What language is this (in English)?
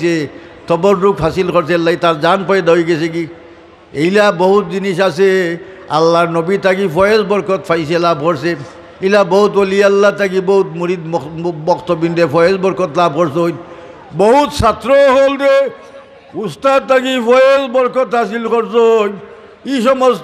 Sylheti